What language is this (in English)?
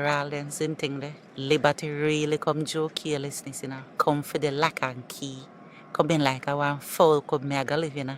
Jamaican Creole English